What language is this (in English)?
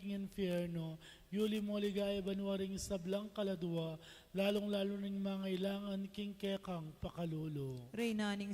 Pampanga